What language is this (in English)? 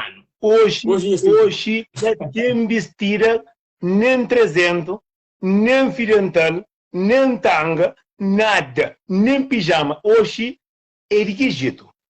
Kabuverdianu